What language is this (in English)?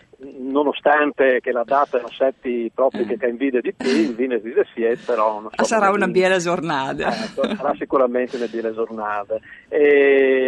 Friulian